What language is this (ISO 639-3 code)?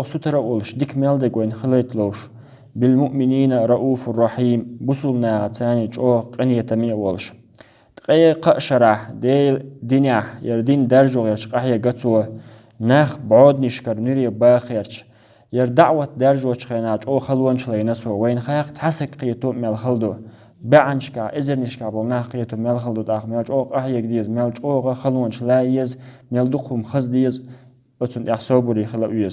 che